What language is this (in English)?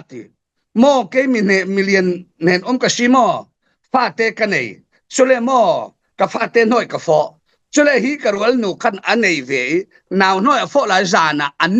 Falam Chin